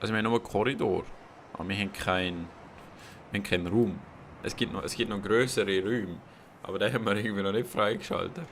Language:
Swiss German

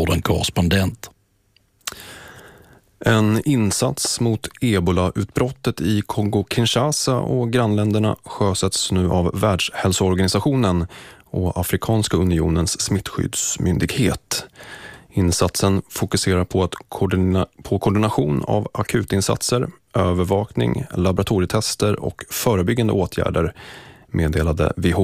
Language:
Swedish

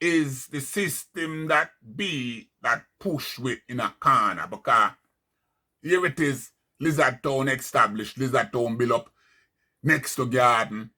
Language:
Jamaican Creole English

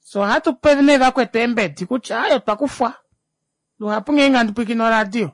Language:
Kuanyama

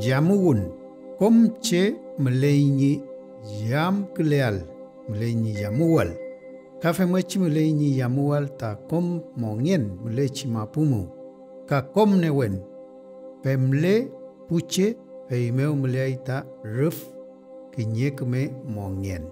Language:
Mapuche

